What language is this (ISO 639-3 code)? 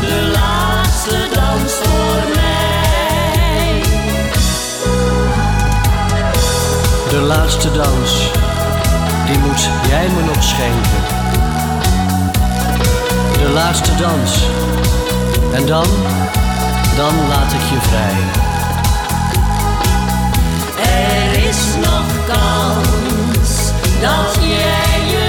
nld